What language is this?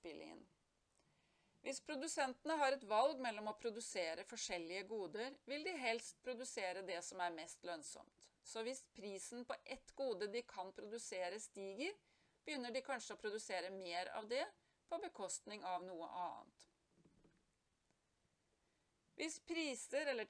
Norwegian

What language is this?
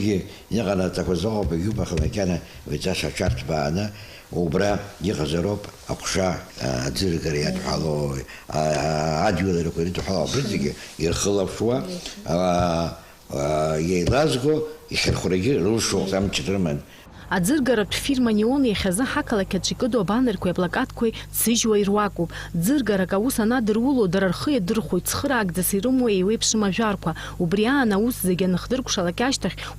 Abkhazian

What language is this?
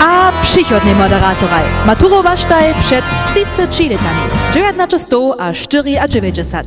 Upper Sorbian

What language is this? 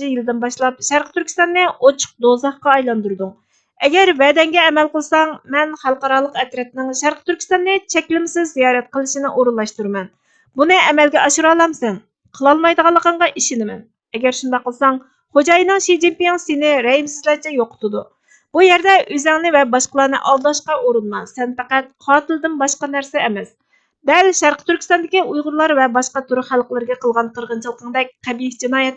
Uyghur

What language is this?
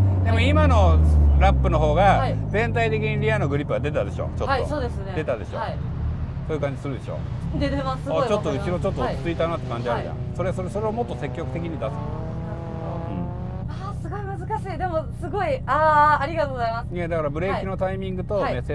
Japanese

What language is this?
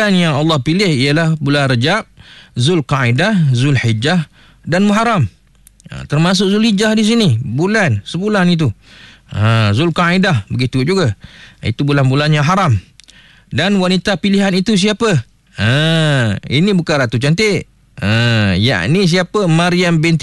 Malay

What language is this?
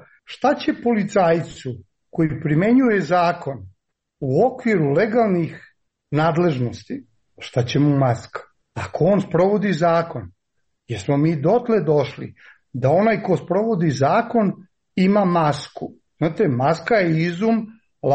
Serbian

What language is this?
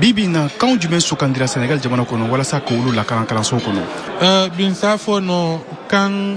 Bambara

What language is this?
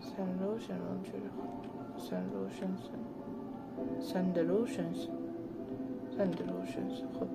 South Azerbaijani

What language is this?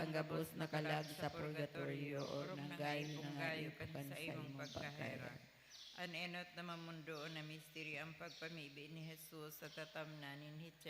Bikol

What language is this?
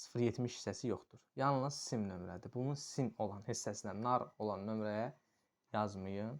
Azerbaijani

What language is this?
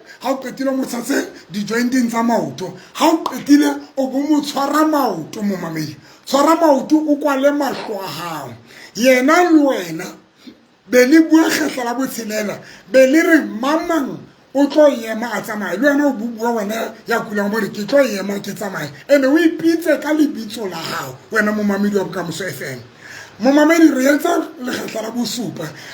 Southern Sotho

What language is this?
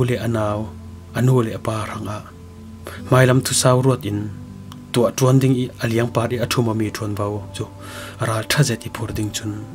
Falam Chin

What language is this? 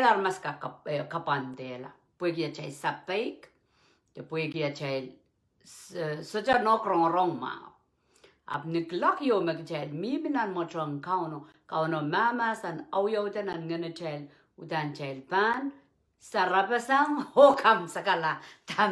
Pohnpeian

